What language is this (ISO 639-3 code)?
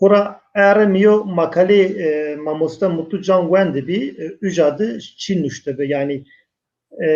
zza